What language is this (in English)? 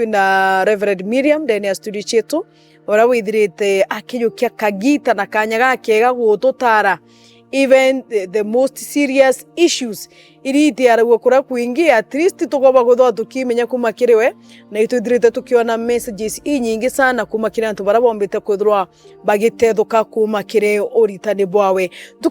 Meru